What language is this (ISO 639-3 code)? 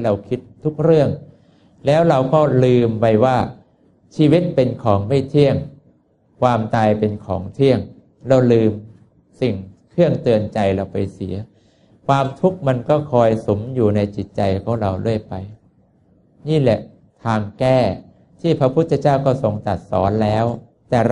tha